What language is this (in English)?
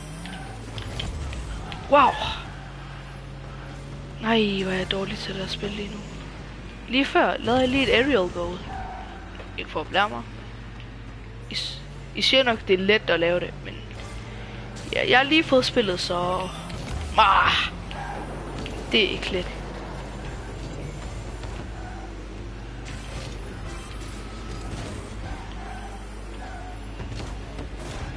Danish